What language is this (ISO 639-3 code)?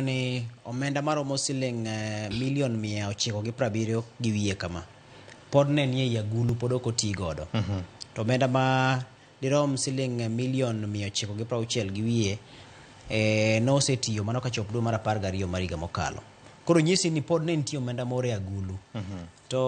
luo